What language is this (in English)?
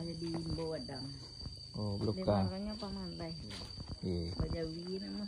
Minangkabau